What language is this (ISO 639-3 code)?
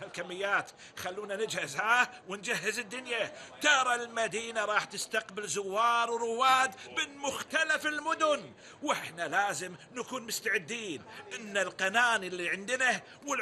afb